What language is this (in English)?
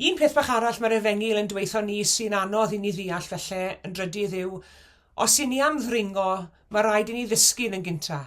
Welsh